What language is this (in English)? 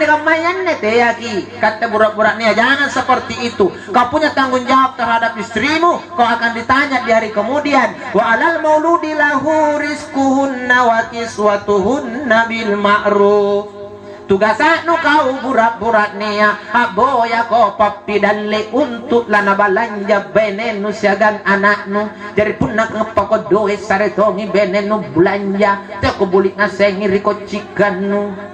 Makasar